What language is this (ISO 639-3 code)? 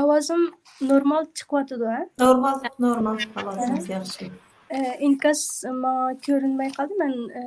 uig